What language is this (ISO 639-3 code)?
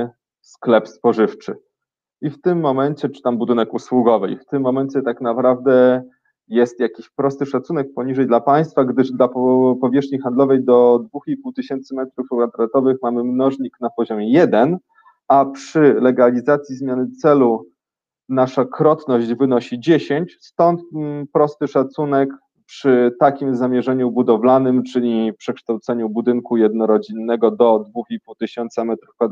pol